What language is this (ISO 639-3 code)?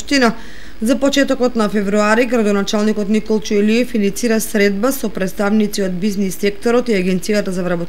mkd